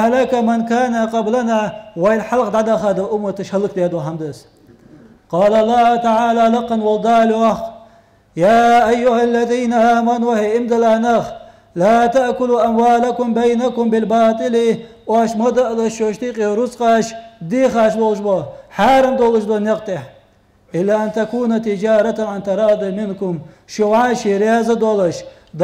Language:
Ingush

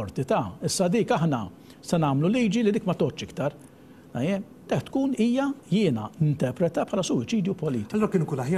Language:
Maltese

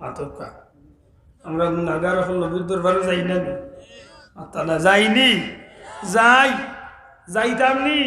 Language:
Sylheti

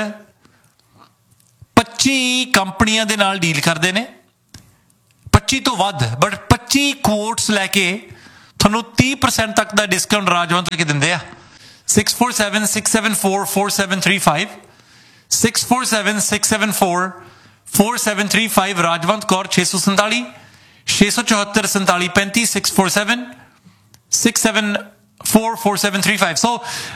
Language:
Punjabi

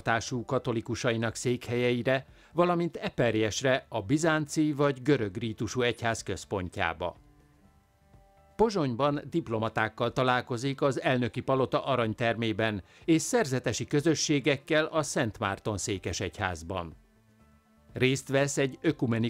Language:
Hungarian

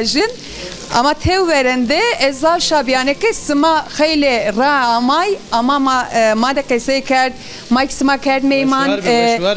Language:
Zaza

